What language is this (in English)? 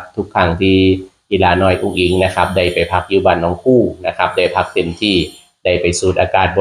Northeastern Thai